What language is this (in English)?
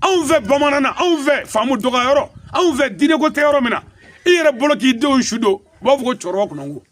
Bambara